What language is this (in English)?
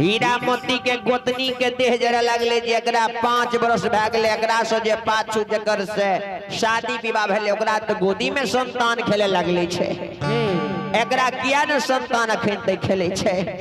Maithili